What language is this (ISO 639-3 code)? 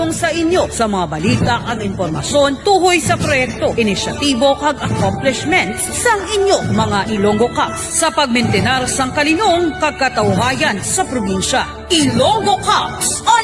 hil